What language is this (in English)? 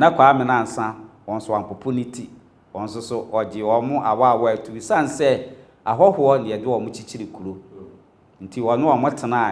Akan